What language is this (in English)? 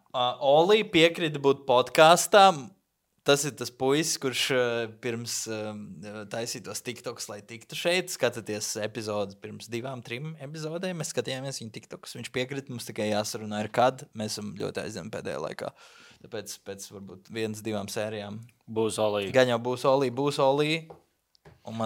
Latvian